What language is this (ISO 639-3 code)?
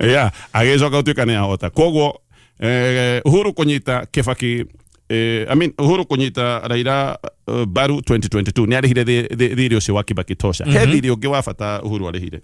kik